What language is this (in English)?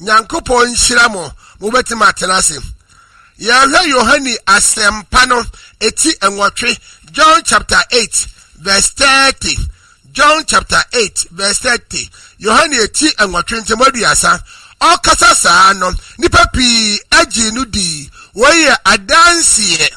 Akan